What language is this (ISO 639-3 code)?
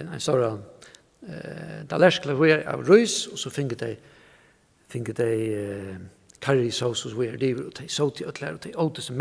fao